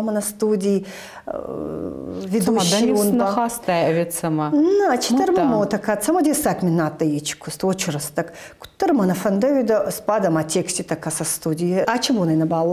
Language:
Ossetic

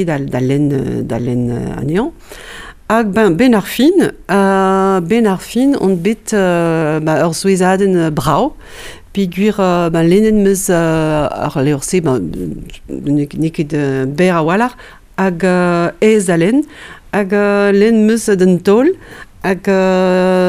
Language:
Breton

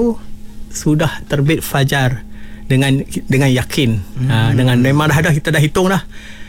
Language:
Malay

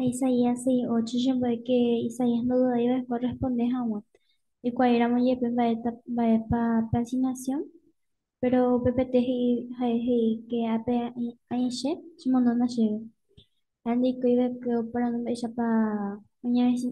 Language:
Guarani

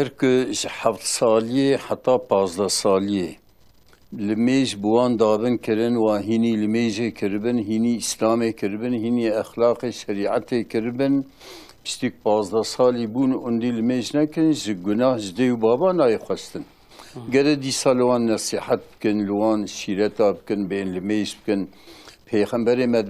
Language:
Kurdish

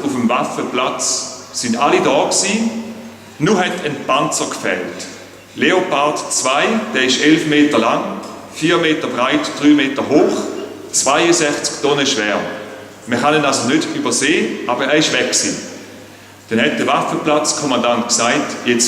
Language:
Swiss German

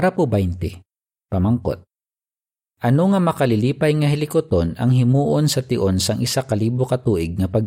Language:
Hiligaynon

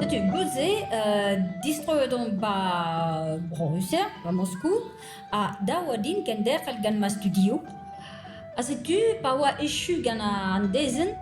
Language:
Breton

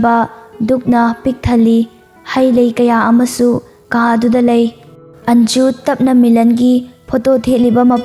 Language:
Manipuri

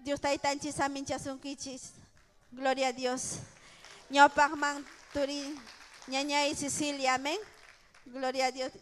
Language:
Ayacucho Quechua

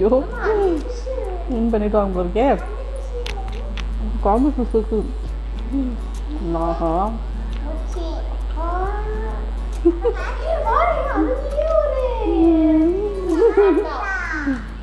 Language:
Tamil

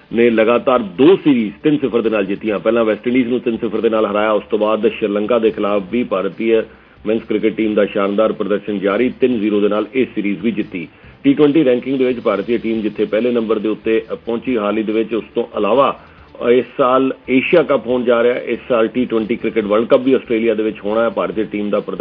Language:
Punjabi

